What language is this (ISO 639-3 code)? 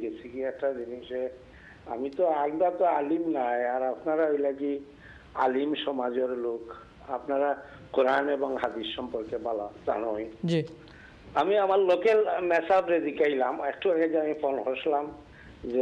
ben